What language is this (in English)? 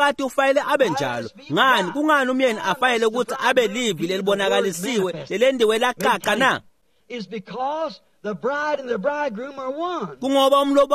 Swati